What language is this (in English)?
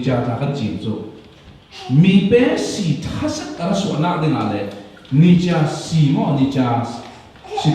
Falam Chin